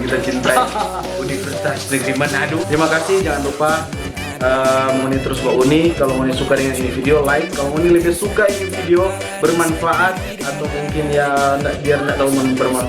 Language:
Manado Malay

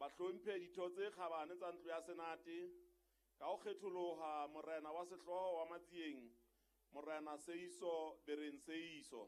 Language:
Southern Sotho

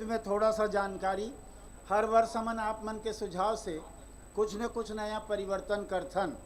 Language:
Chhattisgarhi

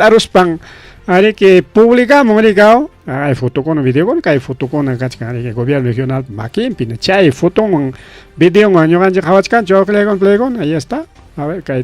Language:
Ayacucho Quechua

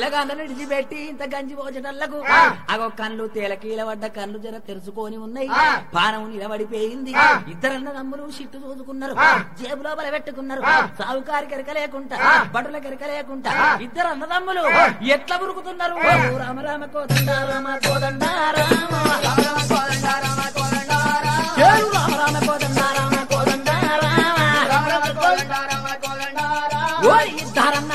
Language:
Telugu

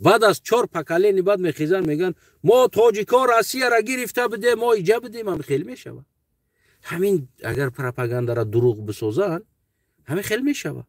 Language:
Tajik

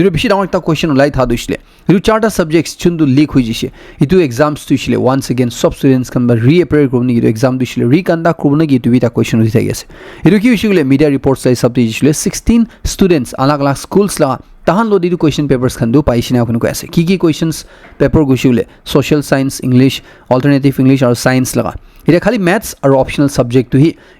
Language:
Naga Pidgin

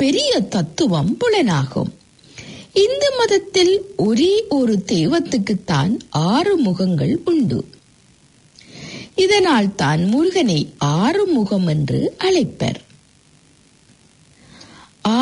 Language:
Tamil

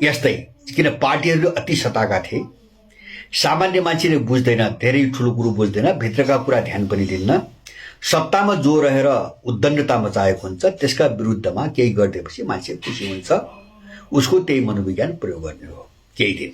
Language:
Nepali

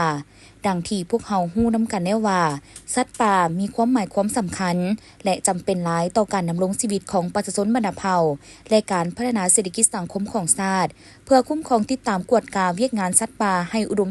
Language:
Lao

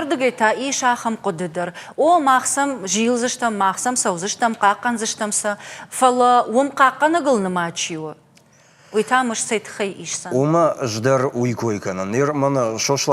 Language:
Ossetic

